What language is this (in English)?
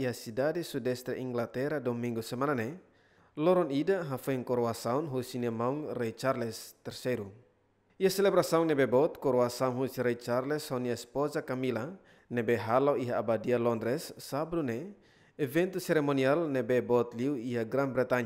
Tetum